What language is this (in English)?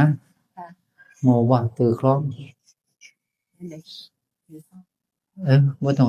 Northeastern Thai